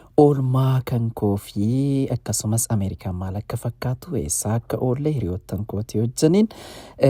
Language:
Oromo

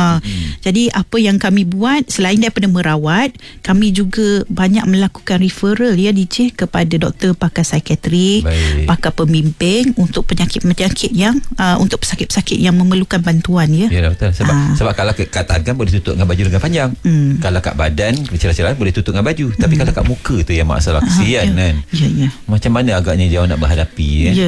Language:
Malay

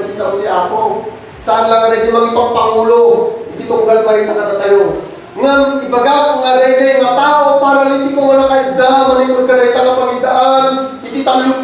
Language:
Iloko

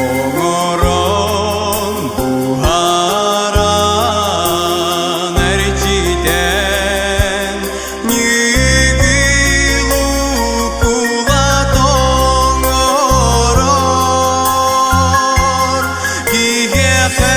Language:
Yakut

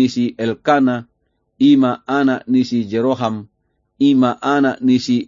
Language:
Batak Toba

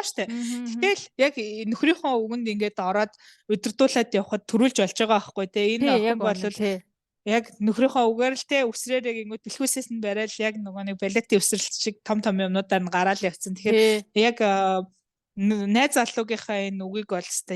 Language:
Mongolian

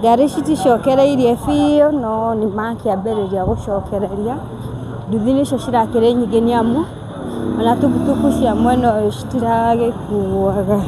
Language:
Kikuyu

